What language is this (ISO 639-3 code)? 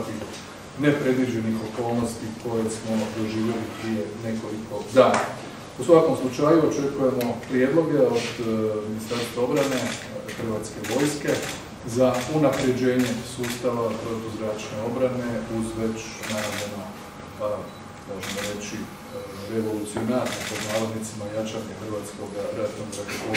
hrv